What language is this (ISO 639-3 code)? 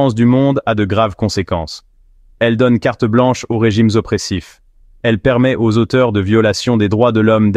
fra